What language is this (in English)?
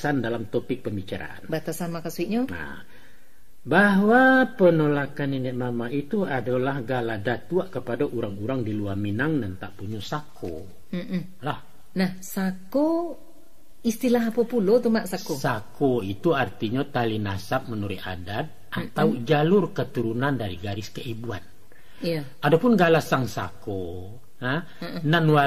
Minangkabau